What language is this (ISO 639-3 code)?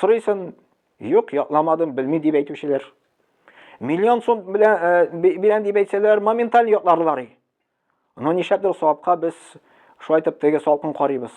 tat